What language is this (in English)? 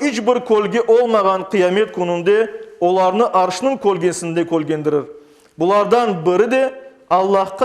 Crimean Tatar